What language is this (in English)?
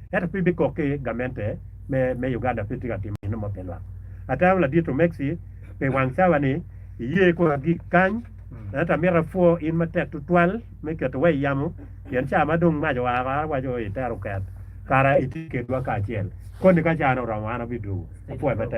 Acoli